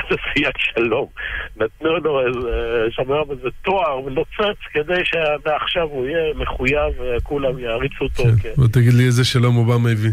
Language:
Hebrew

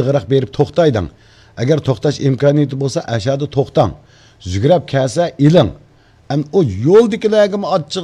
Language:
Uyghur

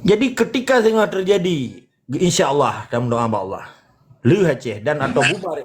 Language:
Achinese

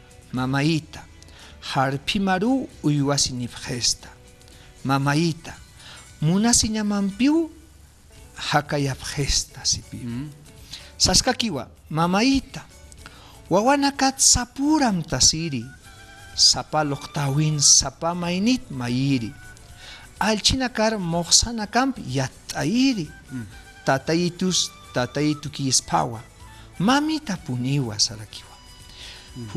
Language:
Aymara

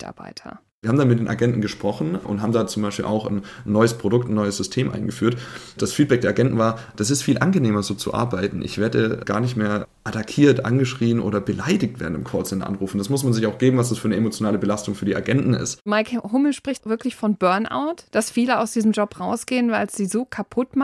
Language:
German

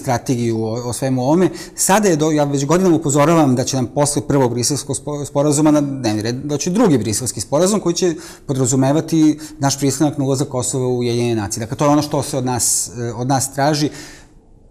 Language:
Serbian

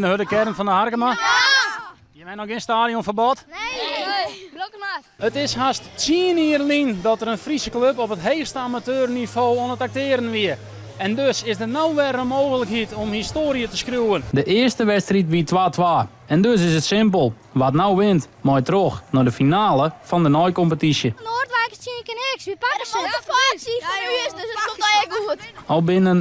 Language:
Western Frisian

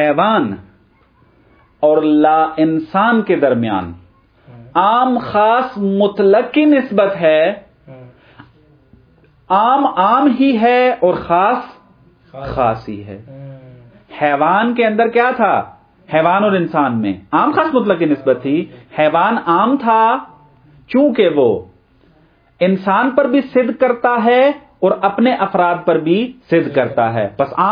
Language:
Urdu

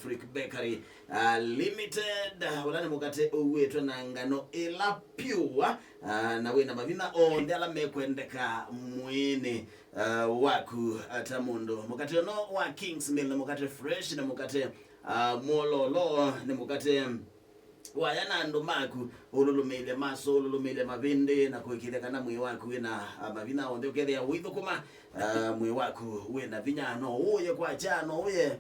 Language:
Kamba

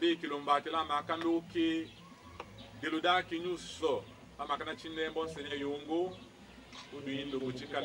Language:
Tetela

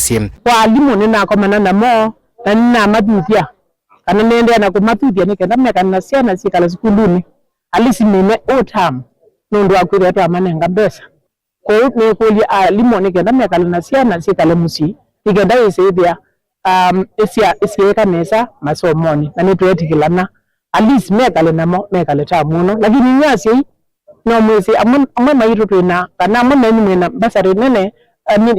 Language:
Kamba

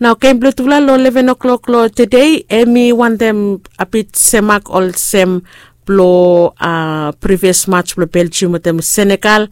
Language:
Bislama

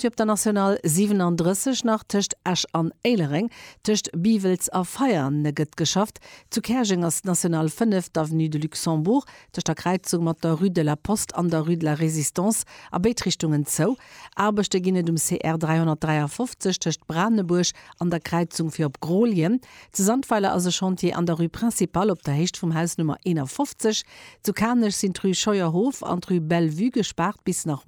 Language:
Luxembourgish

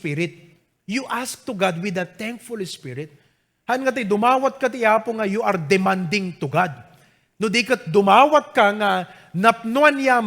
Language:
Iloko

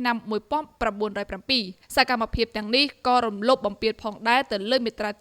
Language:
Khmer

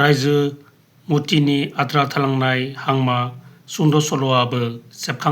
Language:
Bodo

